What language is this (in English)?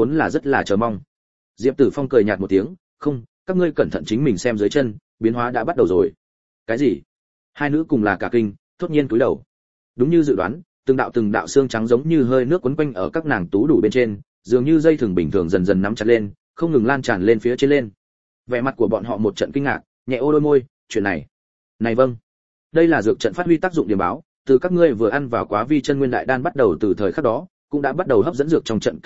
Vietnamese